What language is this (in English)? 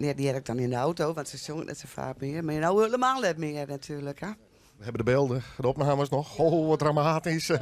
Western Frisian